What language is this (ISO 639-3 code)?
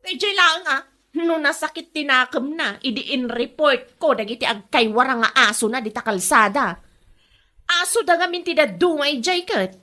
ilo